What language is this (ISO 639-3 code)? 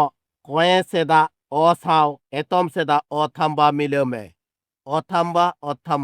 sat